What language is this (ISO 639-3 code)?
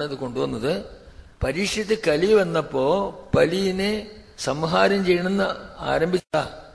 mal